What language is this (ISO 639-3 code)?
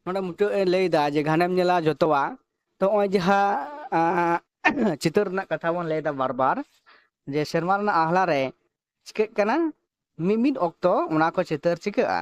sat